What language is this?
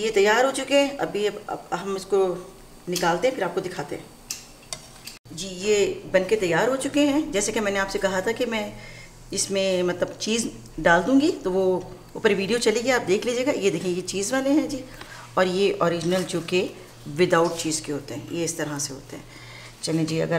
Hindi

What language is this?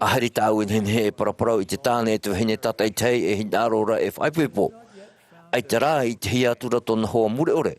Tahitian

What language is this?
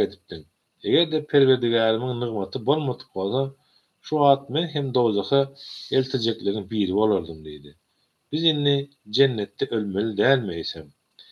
Turkmen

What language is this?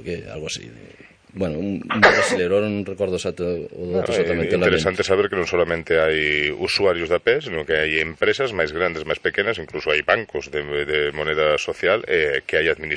Galician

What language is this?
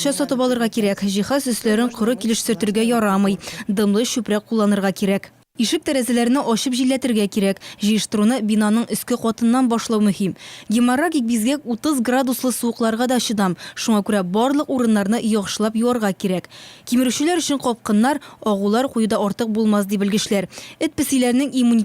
Tatar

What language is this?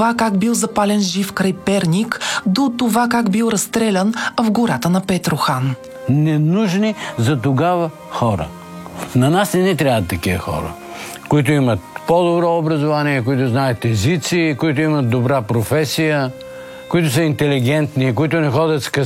Bulgarian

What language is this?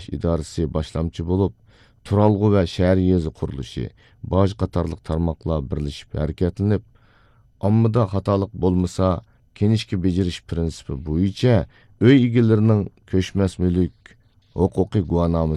Uyghur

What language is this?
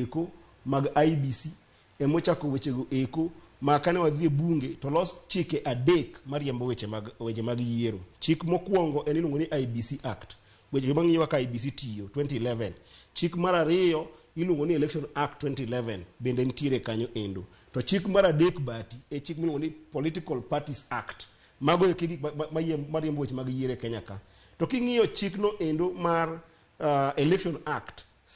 Luo (Kenya and Tanzania)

